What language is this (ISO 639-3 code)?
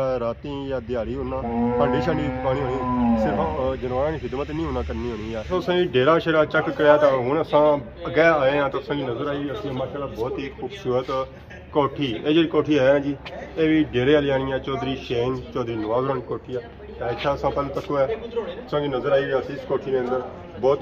phr